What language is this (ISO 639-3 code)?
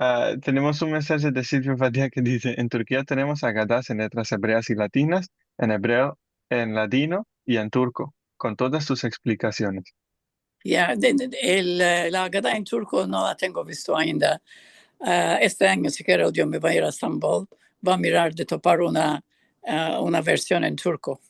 lad